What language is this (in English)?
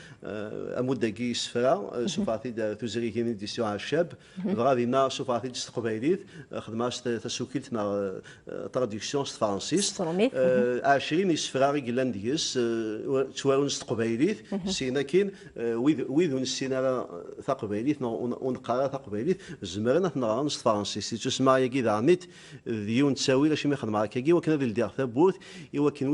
Kabyle